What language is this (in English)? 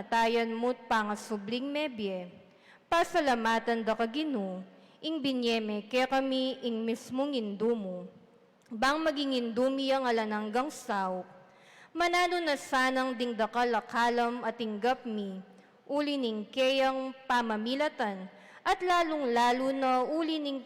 Pampanga